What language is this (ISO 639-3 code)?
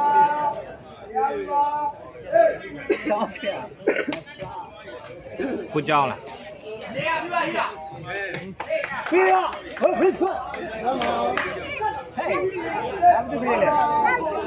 mya